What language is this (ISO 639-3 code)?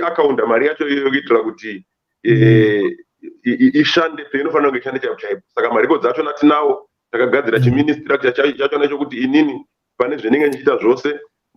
sna